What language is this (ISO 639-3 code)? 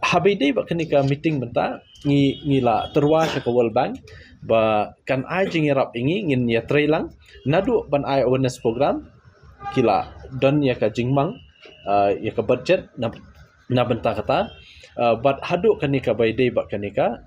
kha